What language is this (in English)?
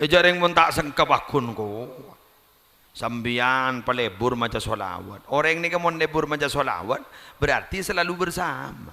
Madurese